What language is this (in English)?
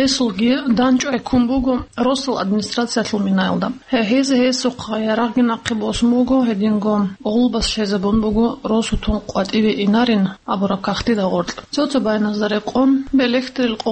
Avaric